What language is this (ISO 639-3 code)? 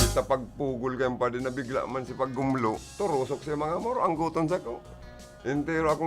bik